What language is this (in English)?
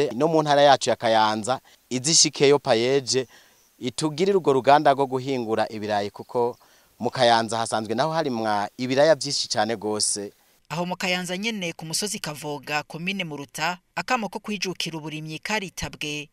Rundi